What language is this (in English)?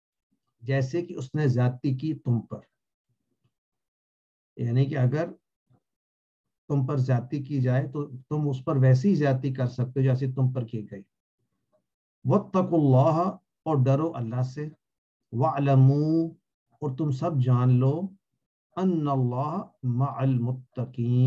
Urdu